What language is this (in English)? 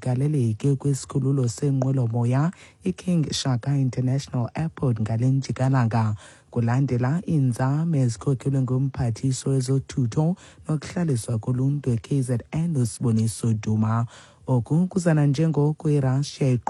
Xhosa